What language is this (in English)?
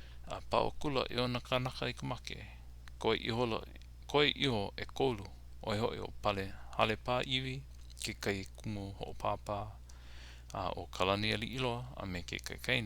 Hawaiian